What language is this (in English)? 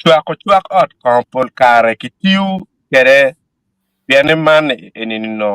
Acoli